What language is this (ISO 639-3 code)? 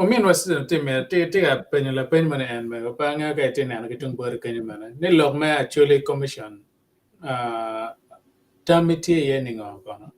ach